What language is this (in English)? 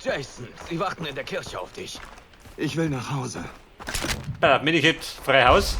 Bavarian